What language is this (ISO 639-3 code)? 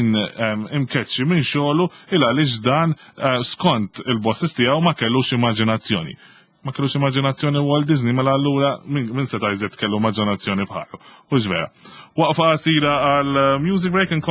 mlt